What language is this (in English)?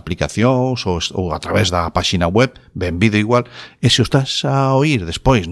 Galician